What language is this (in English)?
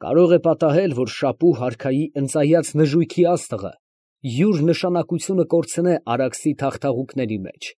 Armenian